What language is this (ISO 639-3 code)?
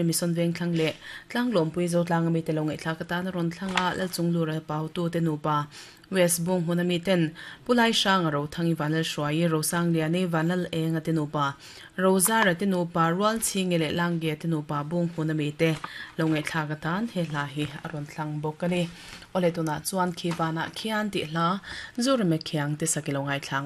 lus